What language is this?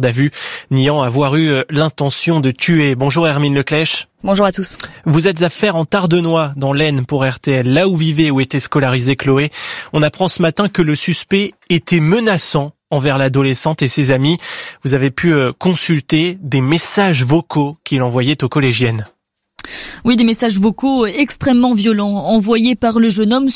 French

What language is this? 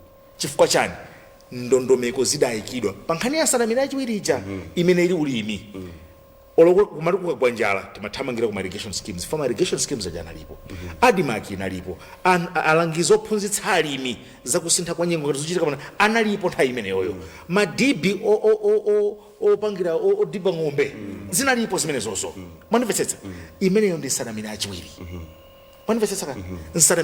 Nyanja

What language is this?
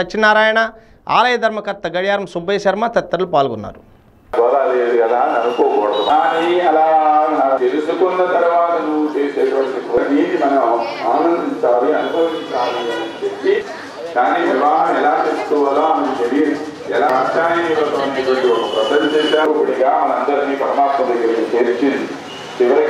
Telugu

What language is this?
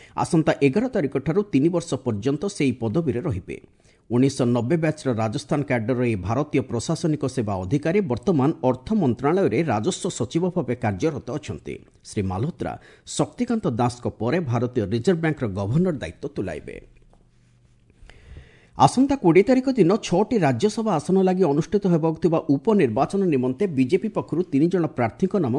Odia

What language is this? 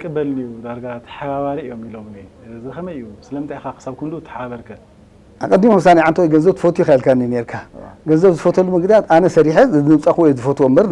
Tigrinya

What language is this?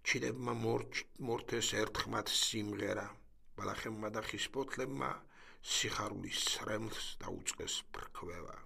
Georgian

